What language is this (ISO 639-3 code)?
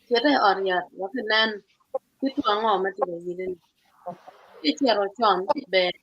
ach